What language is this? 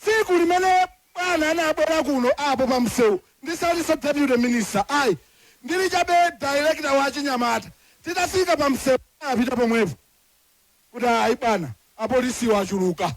Nyanja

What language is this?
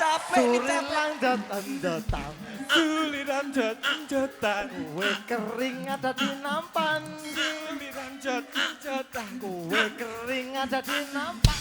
Betawi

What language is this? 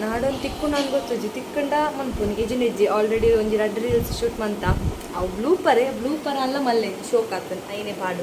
Tulu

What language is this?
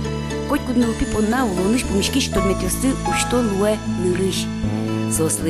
Udmurt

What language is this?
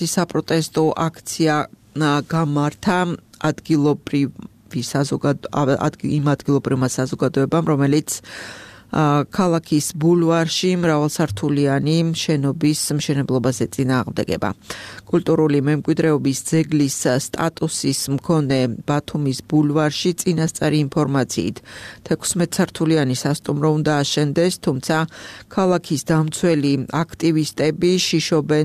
Georgian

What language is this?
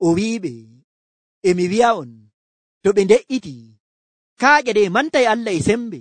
Nigerian Fulfulde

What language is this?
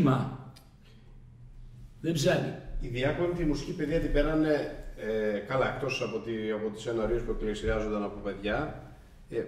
Greek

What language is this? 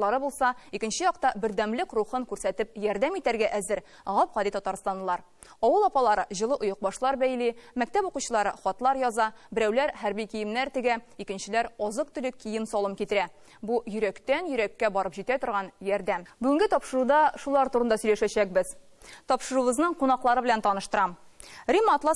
Tatar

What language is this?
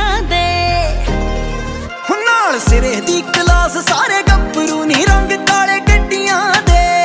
Punjabi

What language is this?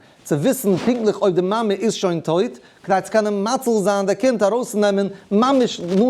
Yiddish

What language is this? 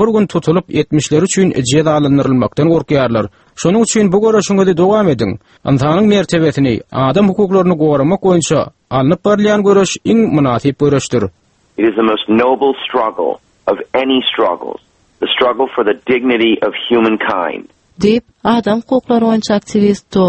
Turkmen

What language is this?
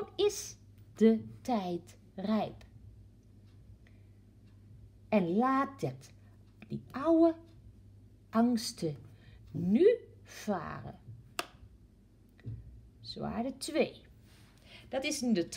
Dutch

